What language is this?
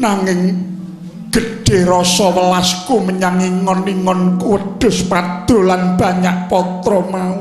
Javanese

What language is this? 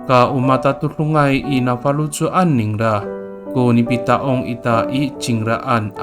Amis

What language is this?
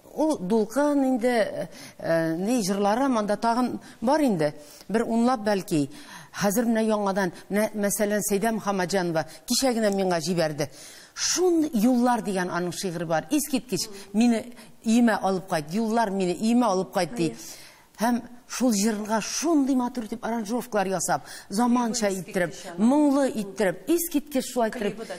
Tatar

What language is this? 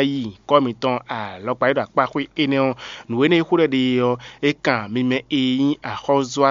Fon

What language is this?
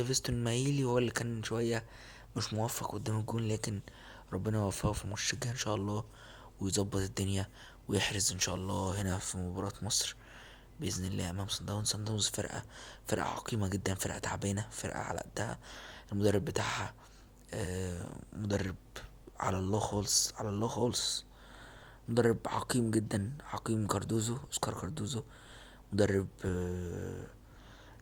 Egyptian Arabic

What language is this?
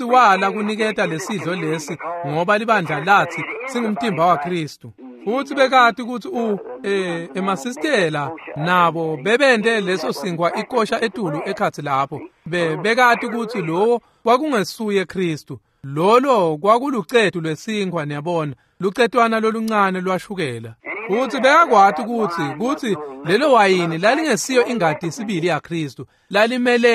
Swati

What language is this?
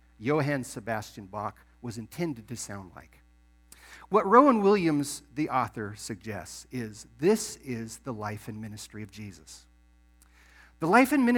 English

